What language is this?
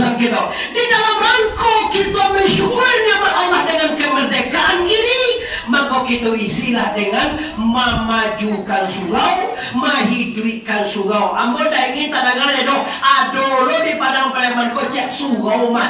Minangkabau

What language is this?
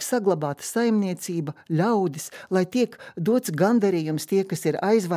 Latvian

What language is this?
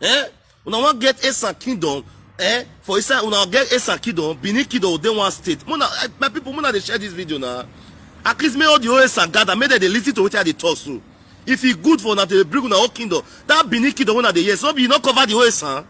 Nigerian Pidgin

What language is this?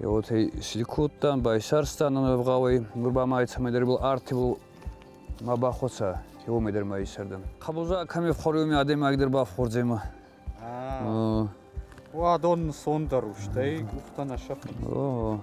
Ossetic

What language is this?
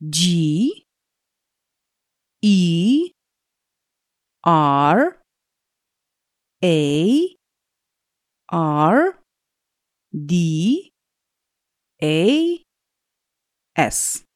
Lithuanian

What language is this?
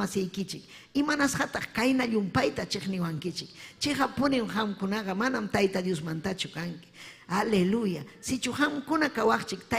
Ayacucho Quechua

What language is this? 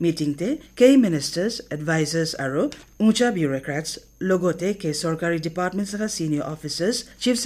Naga Pidgin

